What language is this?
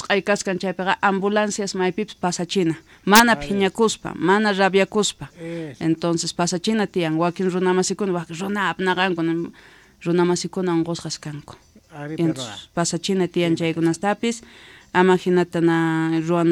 South Bolivian Quechua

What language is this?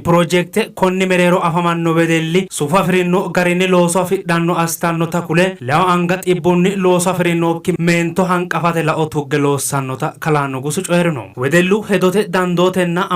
Sidamo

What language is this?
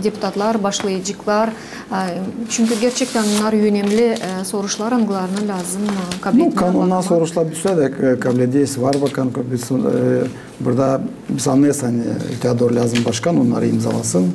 Gagauz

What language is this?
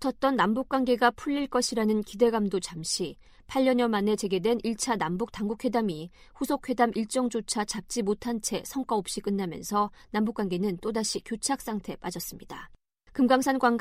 Korean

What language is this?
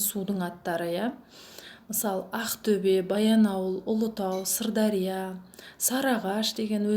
Kazakh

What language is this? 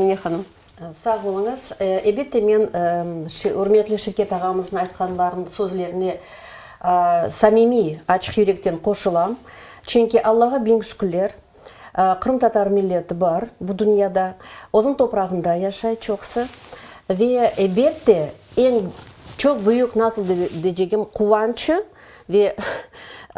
Crimean Tatar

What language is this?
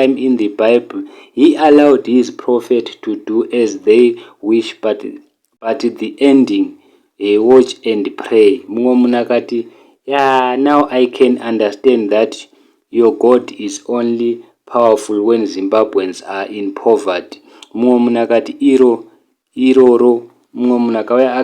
Shona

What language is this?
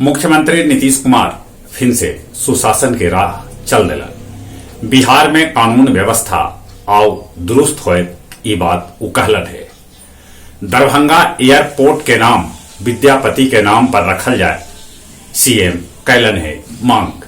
Magahi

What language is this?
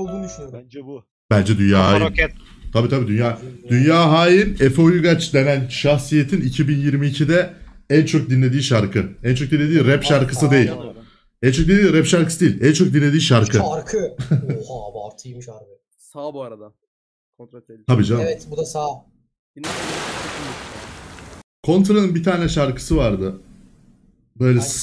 Turkish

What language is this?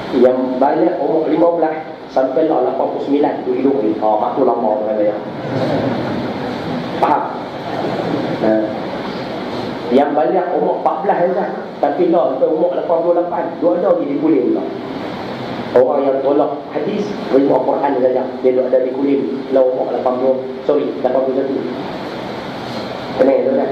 Malay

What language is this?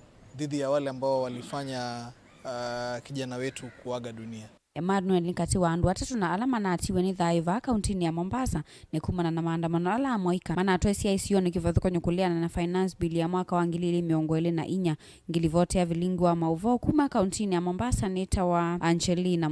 Kamba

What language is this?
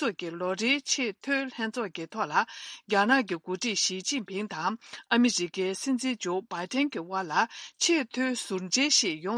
Tibetan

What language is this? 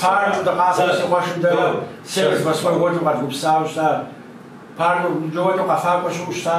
Kabardian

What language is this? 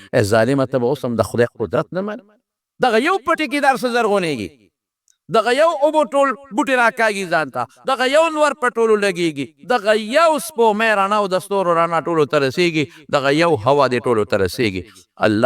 Pashto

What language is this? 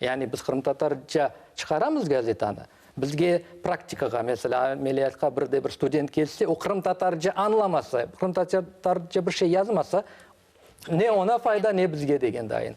Crimean Tatar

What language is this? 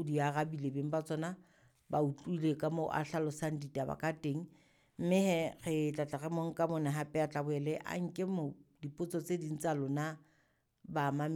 Southern Sotho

